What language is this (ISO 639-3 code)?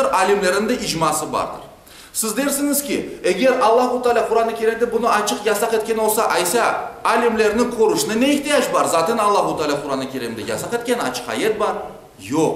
crh